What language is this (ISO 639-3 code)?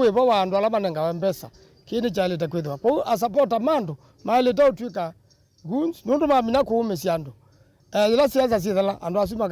kam